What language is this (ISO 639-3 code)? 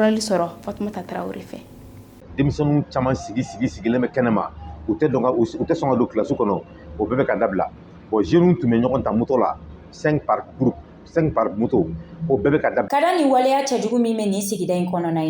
bam